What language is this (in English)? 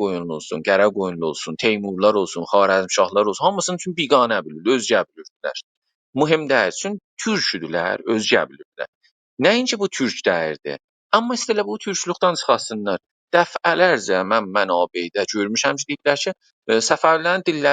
South Azerbaijani